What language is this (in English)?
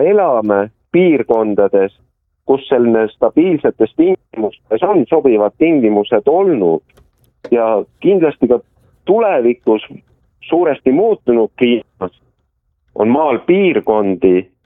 Estonian